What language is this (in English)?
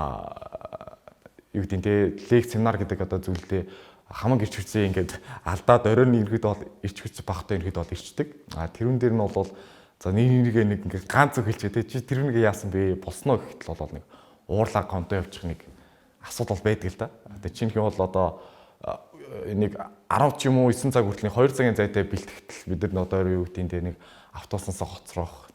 Mongolian